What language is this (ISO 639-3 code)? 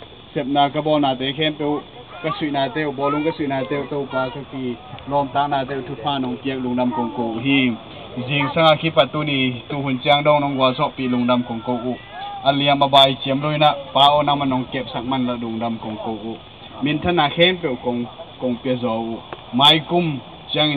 ctd